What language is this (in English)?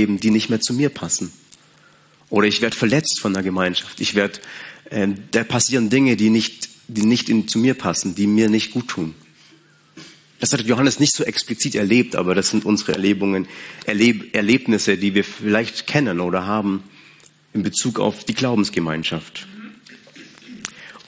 German